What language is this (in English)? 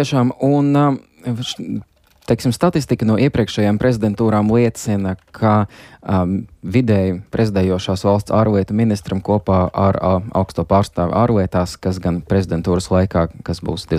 Latvian